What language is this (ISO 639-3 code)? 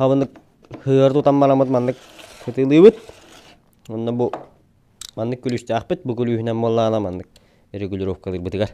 sah